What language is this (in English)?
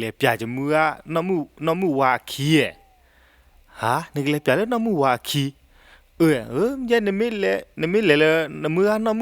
S'gaw Karen